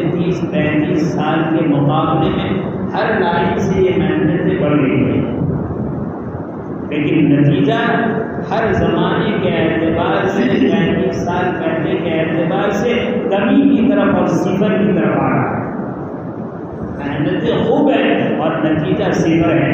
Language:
Urdu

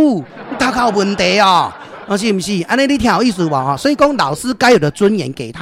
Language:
Min Nan Chinese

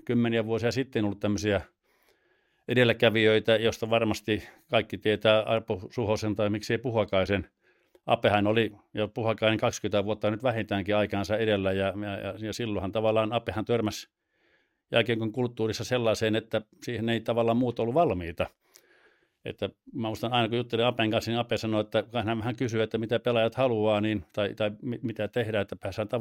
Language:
Finnish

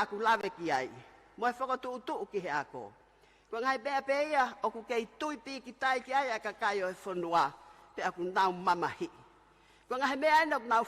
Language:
Tongan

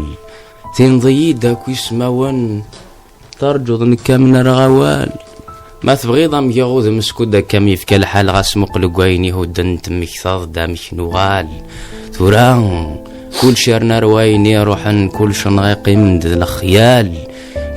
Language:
Kabyle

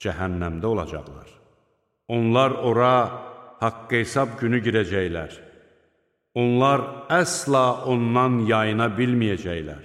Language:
Azerbaijani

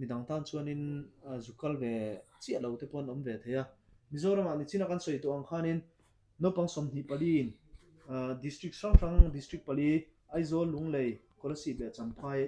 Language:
Mizo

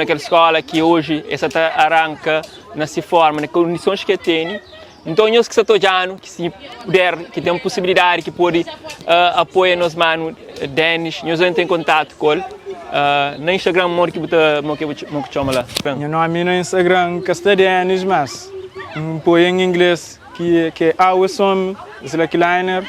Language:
Kabuverdianu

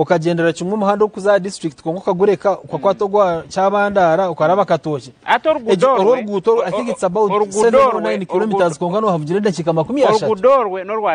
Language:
Nyankole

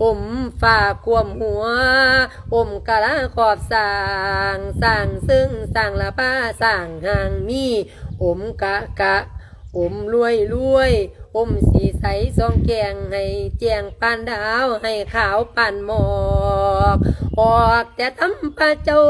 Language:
Lao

